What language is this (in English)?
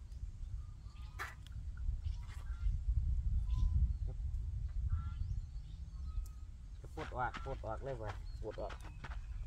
Thai